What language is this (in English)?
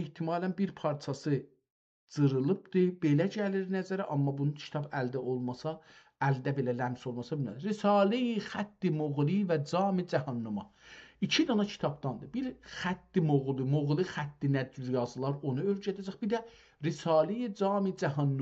South Azerbaijani